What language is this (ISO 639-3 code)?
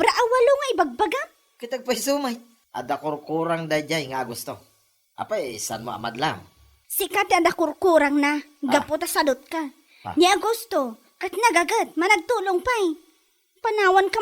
ilo